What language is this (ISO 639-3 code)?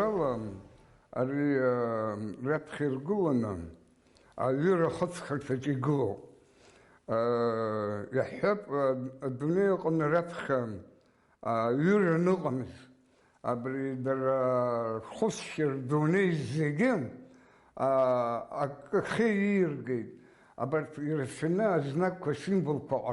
abk